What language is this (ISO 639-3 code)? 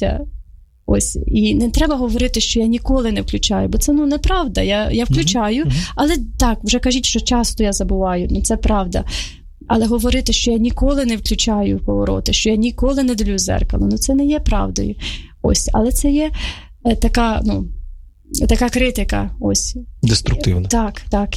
ukr